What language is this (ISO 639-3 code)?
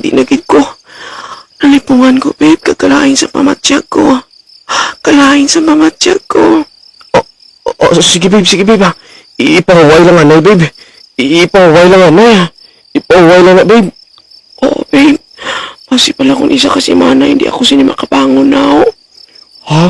hil